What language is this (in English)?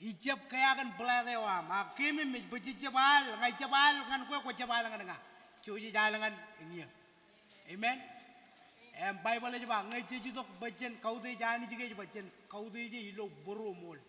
Marshallese